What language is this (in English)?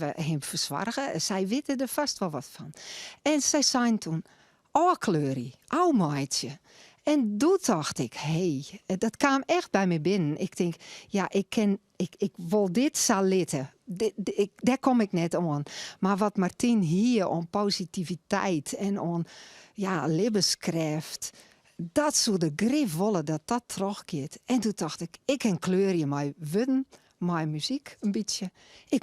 Western Frisian